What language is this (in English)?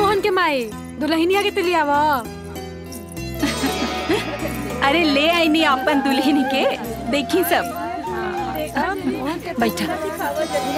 Bhojpuri